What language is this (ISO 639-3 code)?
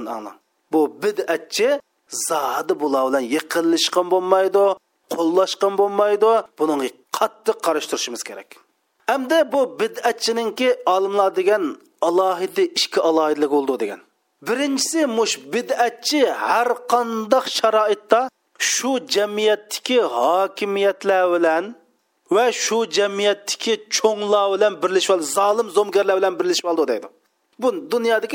uig